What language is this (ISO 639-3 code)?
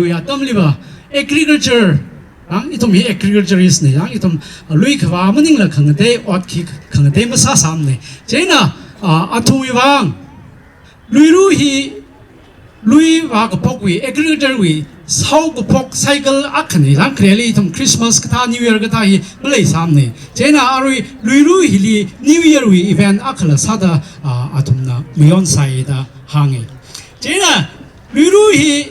nmf